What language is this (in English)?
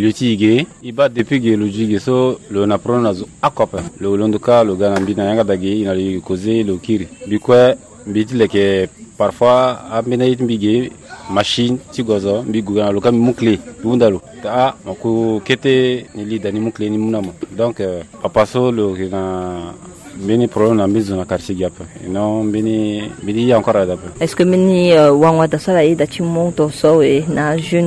Sango